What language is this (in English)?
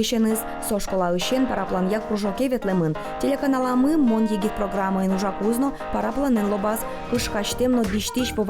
Udmurt